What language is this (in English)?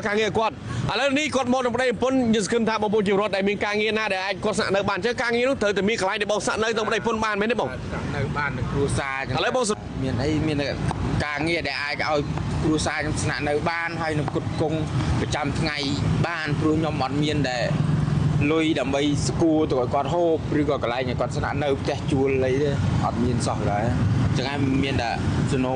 Khmer